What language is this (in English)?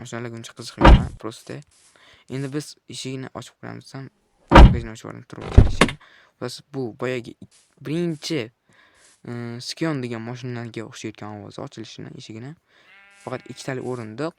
Uzbek